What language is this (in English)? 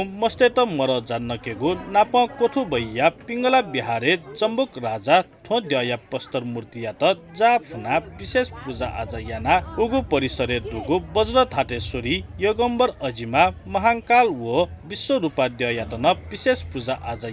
Newari